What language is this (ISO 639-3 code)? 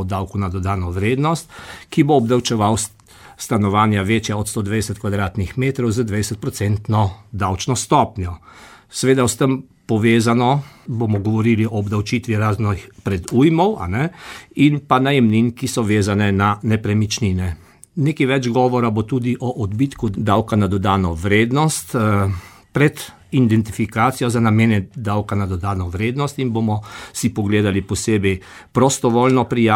slv